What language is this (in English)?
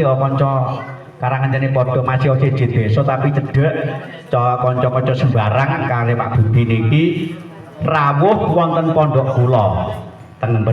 Javanese